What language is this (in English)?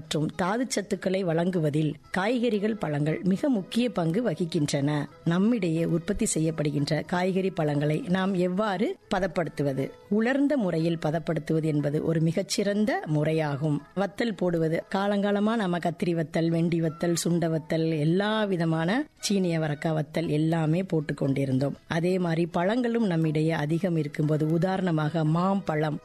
Tamil